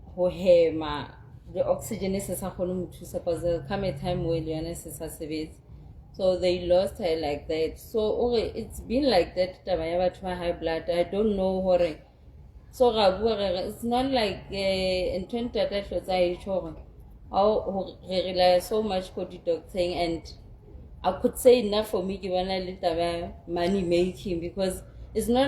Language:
Southern Sotho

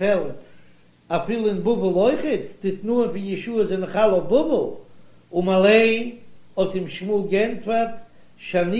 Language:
Yiddish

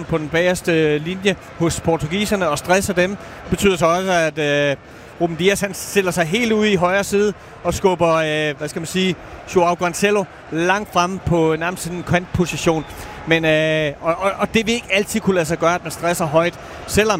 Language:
Danish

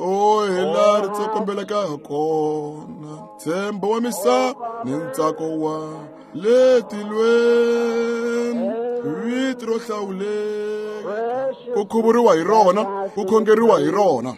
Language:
Tsonga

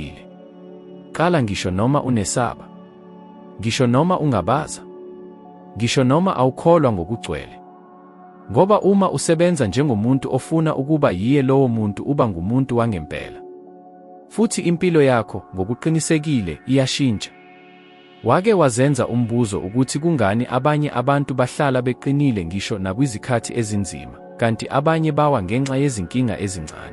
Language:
Zulu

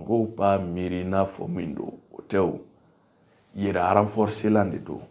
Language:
Bambara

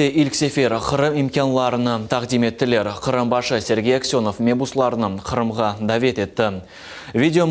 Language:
Crimean Tatar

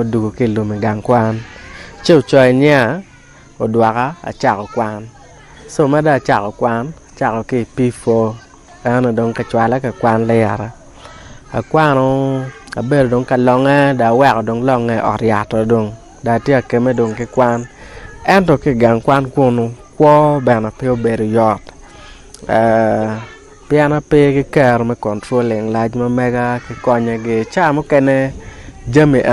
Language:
Acoli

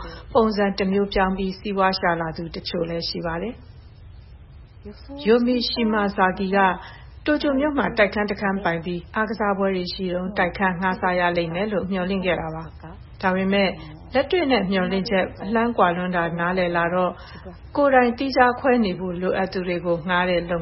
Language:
Burmese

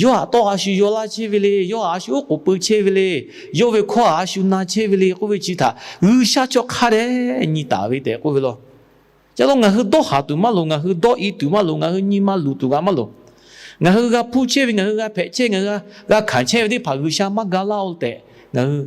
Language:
Lahu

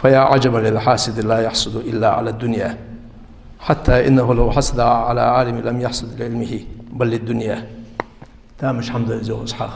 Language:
Ingush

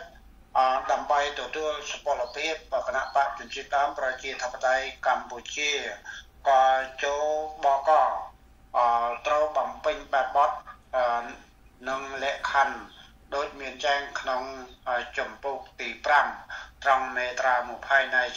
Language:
Central Mnong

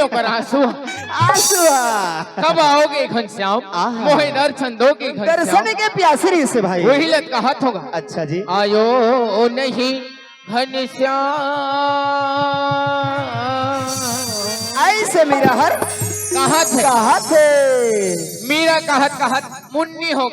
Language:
Chhattisgarhi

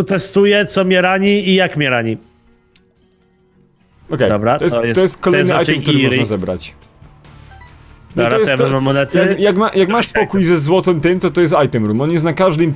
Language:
Polish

